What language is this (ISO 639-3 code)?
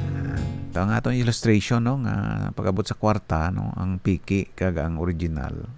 hil